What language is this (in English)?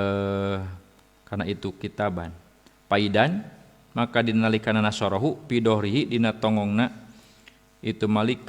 Sundanese